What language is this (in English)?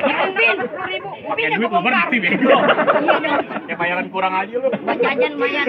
Betawi